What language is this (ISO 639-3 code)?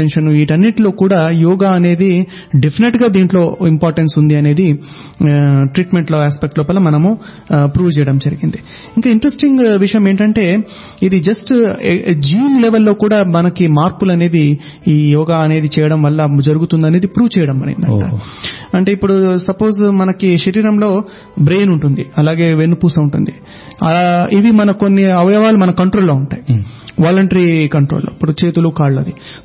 tel